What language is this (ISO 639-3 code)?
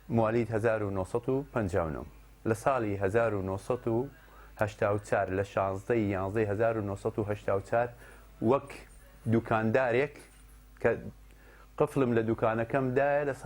ckb